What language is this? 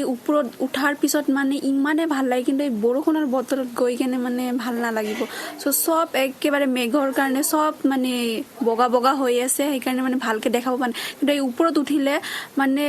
Assamese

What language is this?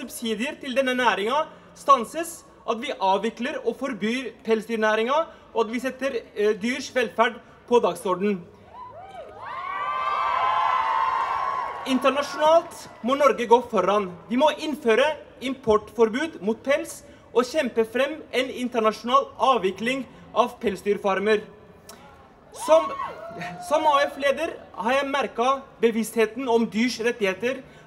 Norwegian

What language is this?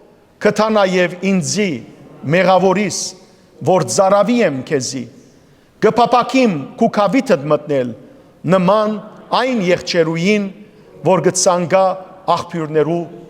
Western Armenian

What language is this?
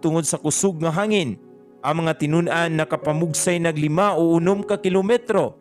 Cebuano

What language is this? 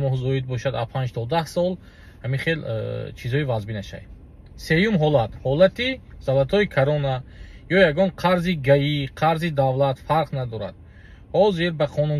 Tajik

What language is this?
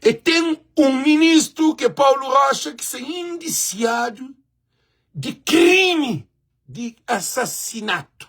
Kabuverdianu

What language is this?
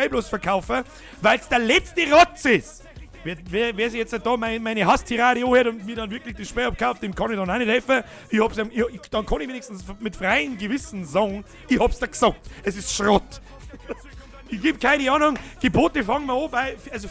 Bavarian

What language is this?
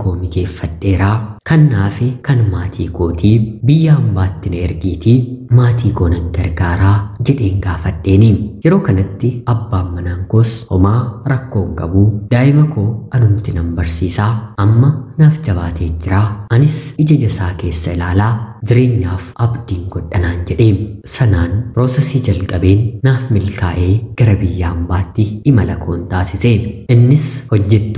Oromo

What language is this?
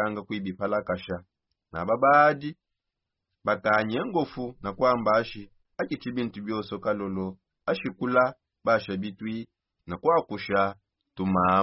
Songe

